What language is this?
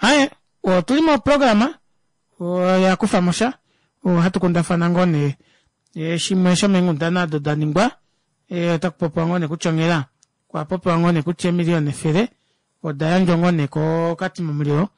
Kuanyama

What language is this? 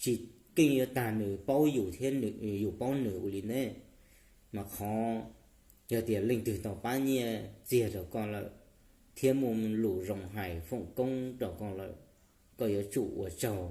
Hmong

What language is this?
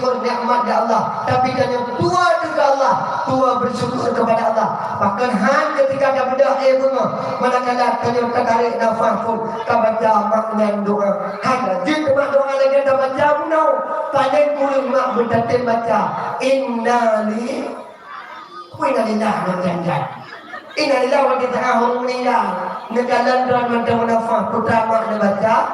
Achinese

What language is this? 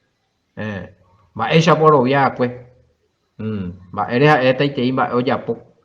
Guarani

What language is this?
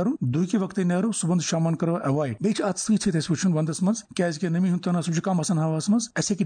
Kashmiri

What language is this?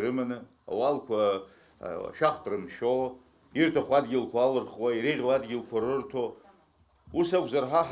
Abkhazian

